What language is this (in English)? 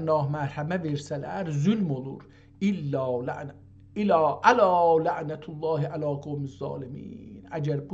South Azerbaijani